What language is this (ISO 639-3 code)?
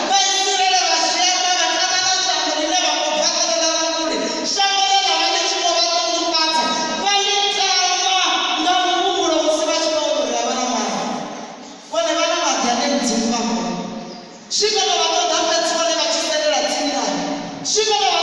ven